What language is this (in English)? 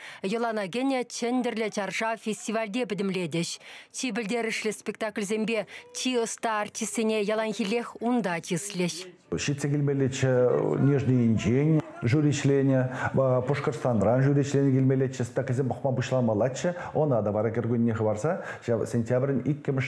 Chuvash